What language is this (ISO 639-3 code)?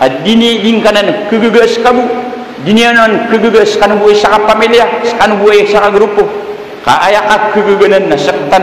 mrw